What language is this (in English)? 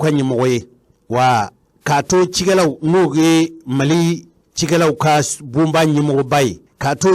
Bambara